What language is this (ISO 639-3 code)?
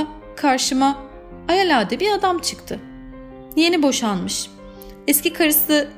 tur